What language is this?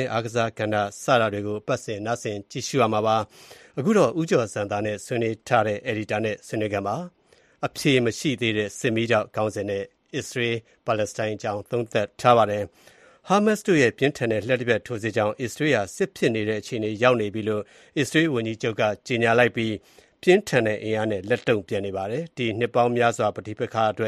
Burmese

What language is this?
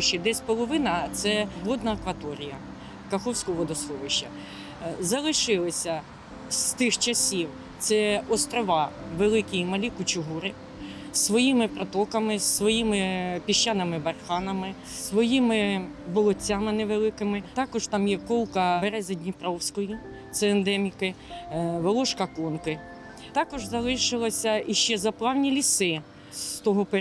Ukrainian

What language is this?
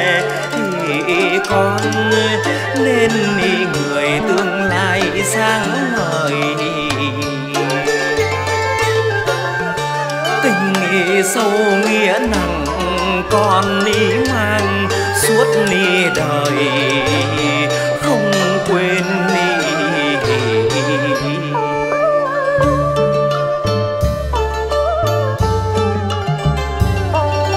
Vietnamese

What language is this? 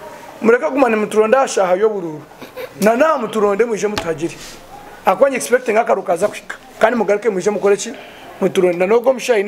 Nyankole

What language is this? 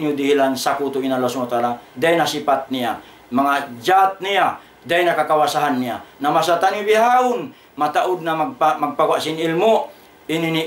Tausug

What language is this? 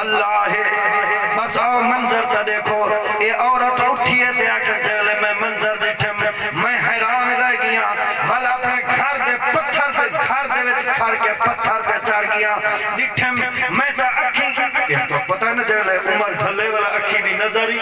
Saraiki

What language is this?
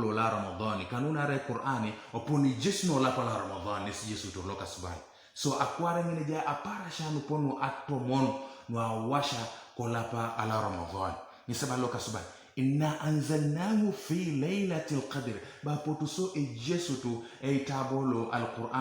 Teso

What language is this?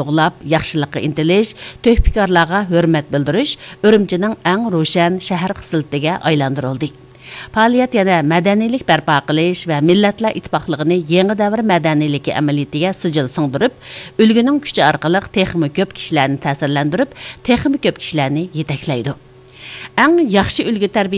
Uyghur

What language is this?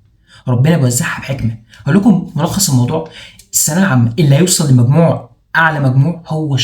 Egyptian Arabic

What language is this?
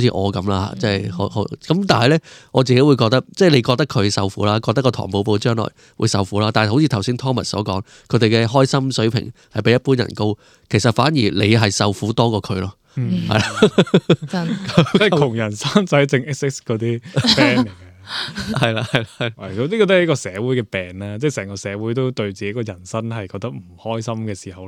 Cantonese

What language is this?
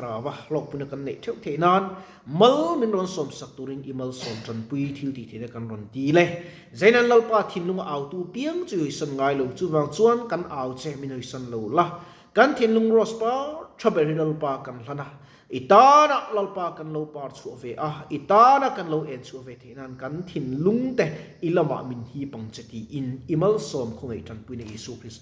Mizo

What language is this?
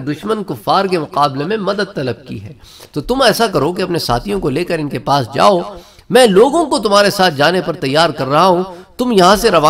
Urdu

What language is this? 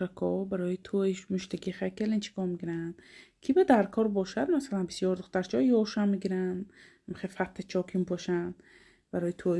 Tajik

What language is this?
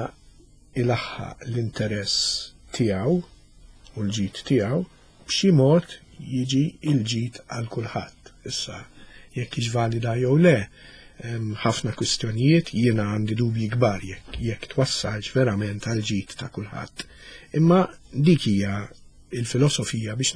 Maltese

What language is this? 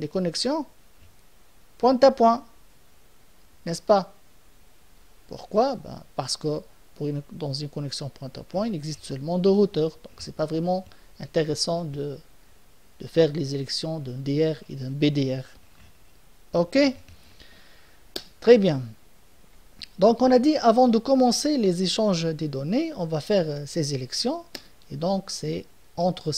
French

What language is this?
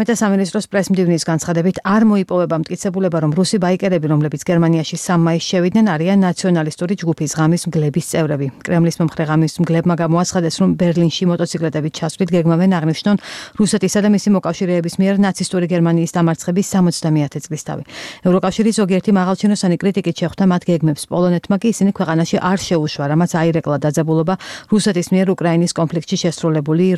Georgian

